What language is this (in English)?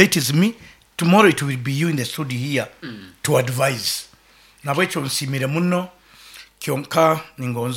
Nyoro